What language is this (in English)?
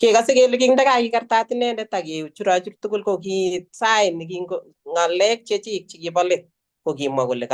Kalenjin